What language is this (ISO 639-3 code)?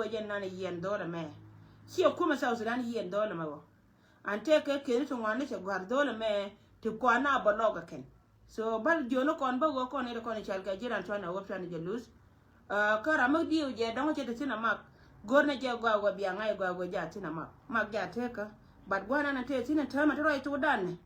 nus